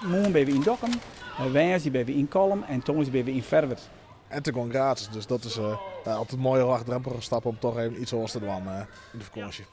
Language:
Western Frisian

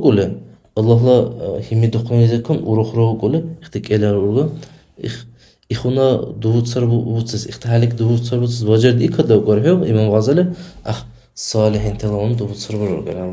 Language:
Dargwa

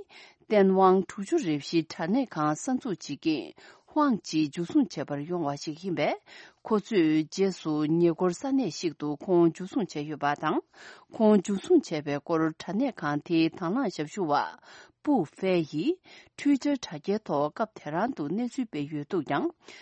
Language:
Tibetan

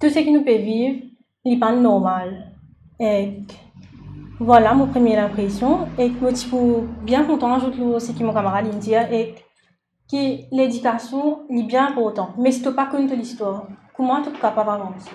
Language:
Morisyen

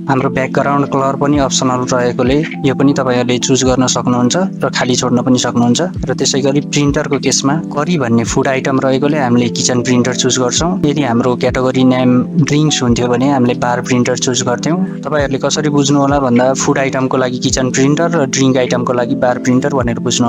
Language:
Nepali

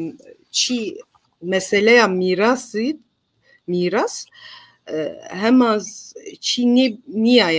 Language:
Zaza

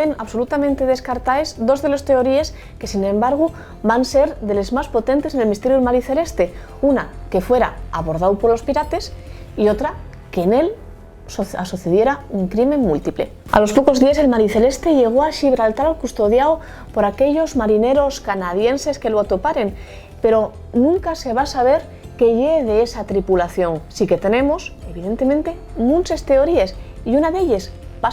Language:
Asturian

